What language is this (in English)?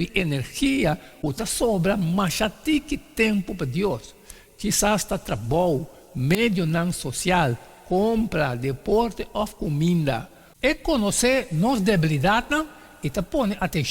Papiamento